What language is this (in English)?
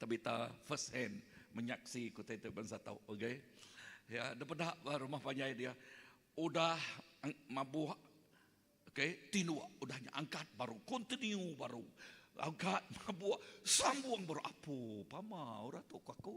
Iban